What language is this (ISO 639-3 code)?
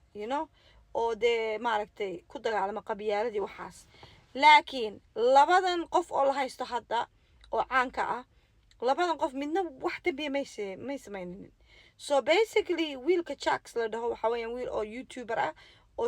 som